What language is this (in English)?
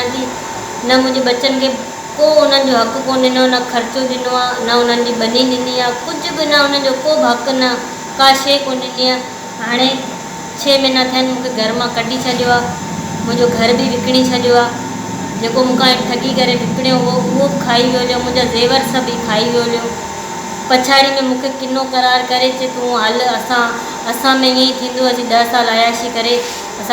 Sindhi